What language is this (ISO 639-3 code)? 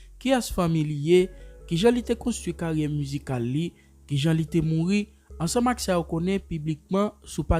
hat